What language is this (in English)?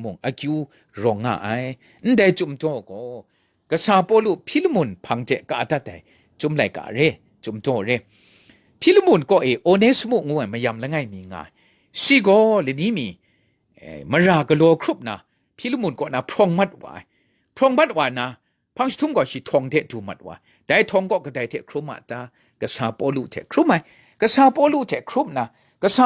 Kachin